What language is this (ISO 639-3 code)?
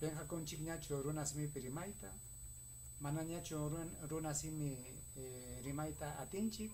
quy